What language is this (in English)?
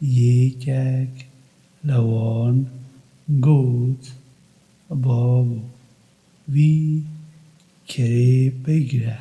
Kurdish